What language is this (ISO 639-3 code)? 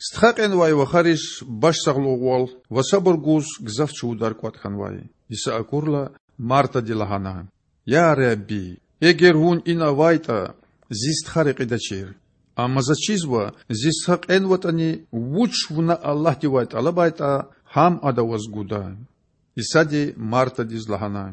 lez